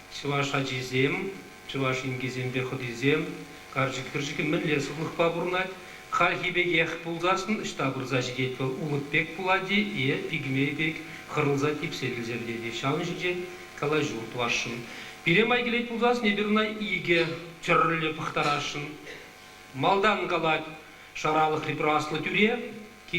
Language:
Chuvash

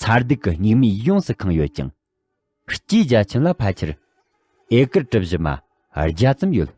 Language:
Tibetan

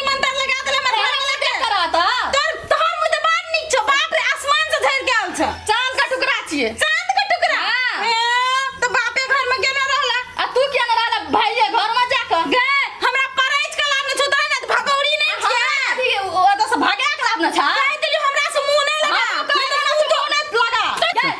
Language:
Maithili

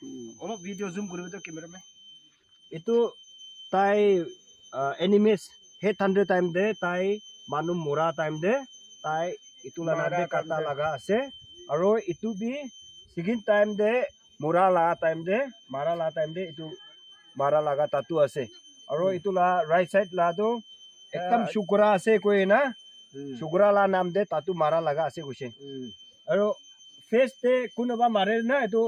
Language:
Naga Pidgin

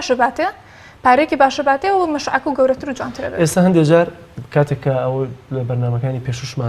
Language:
Central Kurdish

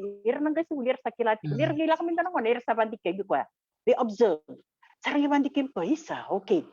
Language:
Fijian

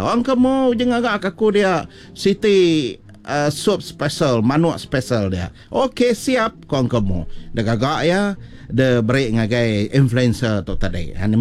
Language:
Iban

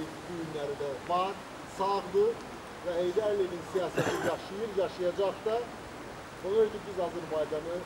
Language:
Azerbaijani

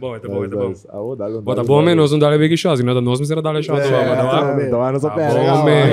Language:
Papiamento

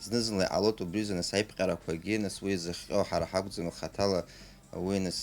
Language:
Abkhazian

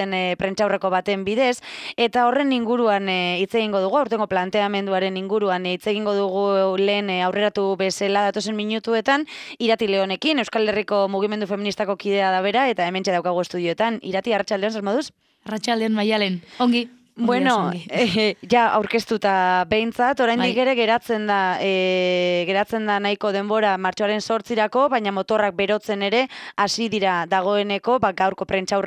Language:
Basque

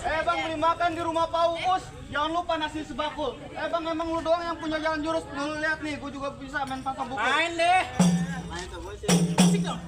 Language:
Betawi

